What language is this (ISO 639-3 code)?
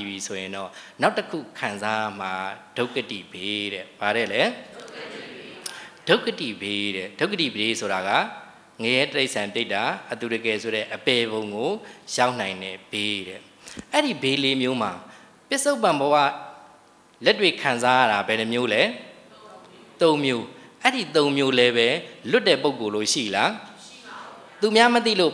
mya